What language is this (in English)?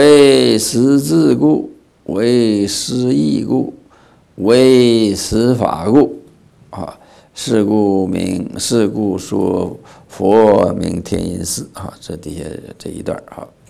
Chinese